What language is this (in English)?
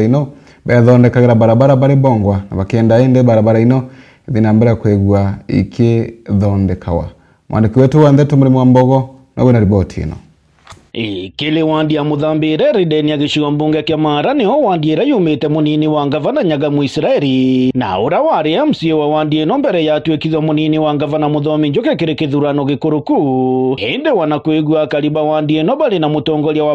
Meru